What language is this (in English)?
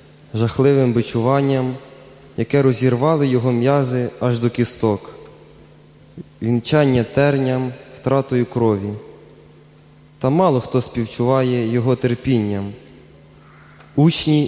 Ukrainian